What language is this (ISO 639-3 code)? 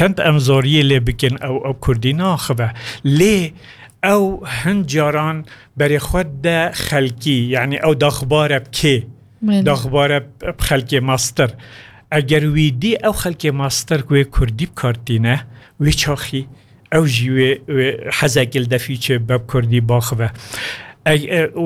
kur